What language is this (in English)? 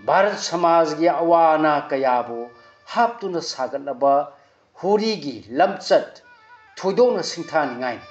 Manipuri